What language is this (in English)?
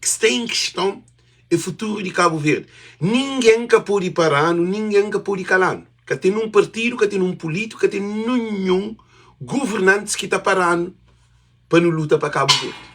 Kabuverdianu